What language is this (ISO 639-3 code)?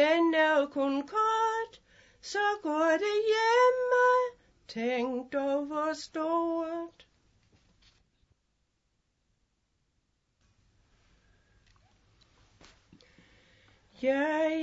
dan